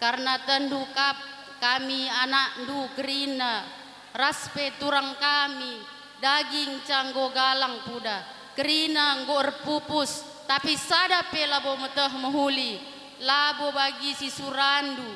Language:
Batak Karo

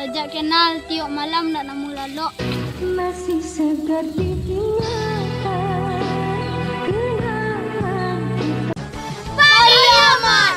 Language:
Minangkabau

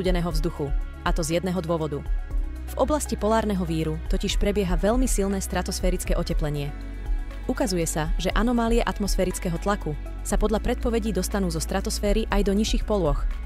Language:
Slovak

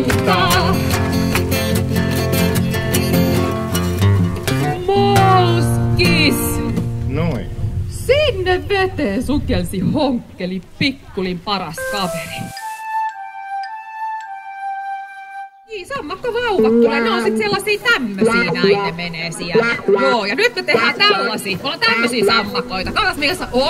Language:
Finnish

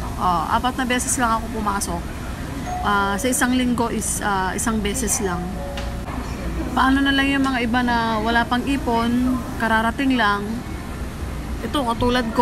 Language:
Filipino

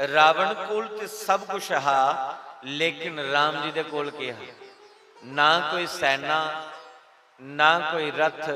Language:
Dogri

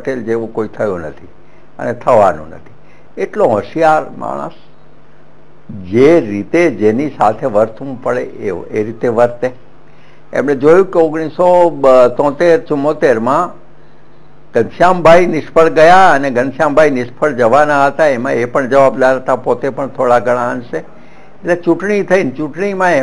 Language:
Gujarati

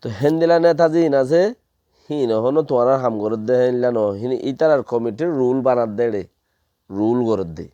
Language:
Rohingya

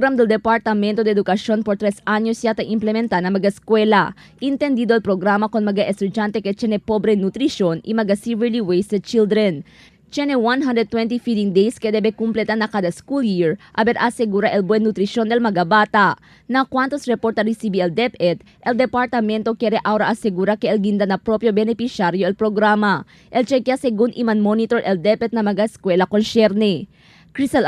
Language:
Chavacano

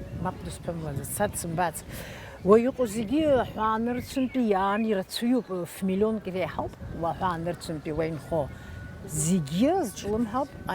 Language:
Abkhazian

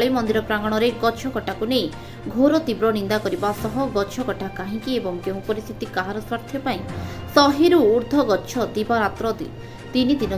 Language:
Odia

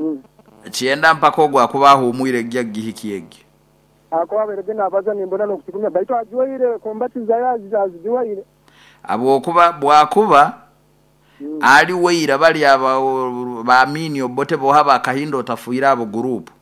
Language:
Nyoro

